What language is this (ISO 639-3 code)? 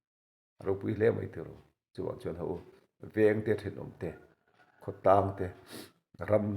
lus